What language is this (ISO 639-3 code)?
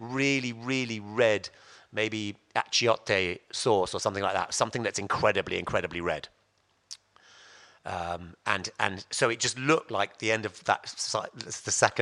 eng